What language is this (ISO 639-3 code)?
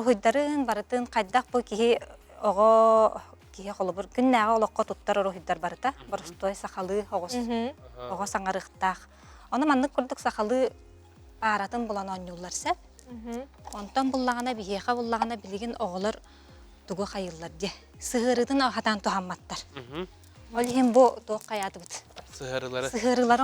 sah